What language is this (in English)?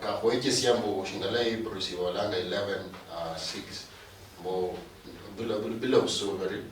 Luyia